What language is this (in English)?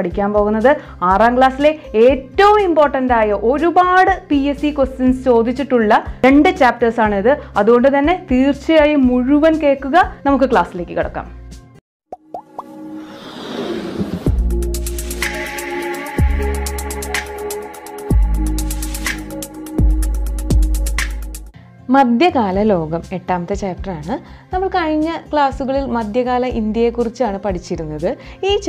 Malayalam